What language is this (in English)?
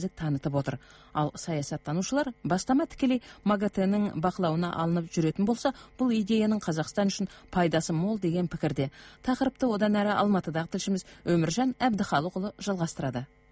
Kazakh